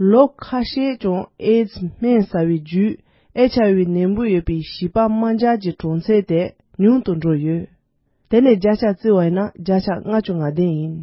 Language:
Tibetan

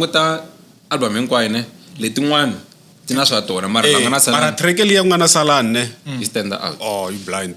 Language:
Tsonga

